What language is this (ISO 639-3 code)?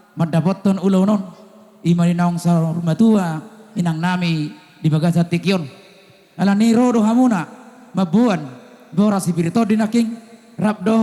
bts